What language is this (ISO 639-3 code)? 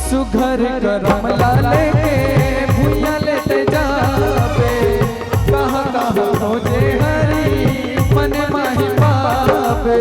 hne